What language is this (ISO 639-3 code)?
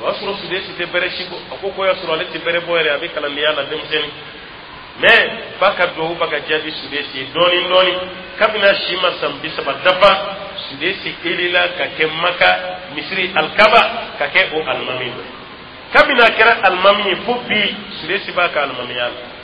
dyu